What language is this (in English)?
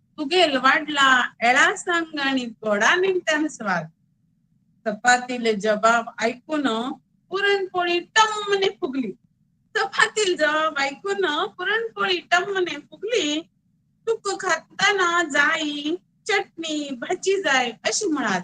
Konkani